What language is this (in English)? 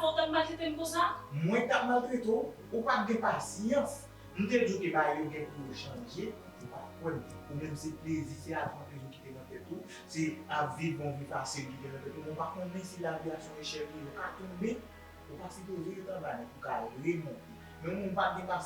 Haitian Creole